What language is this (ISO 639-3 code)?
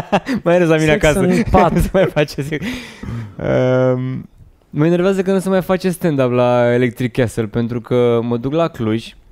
ron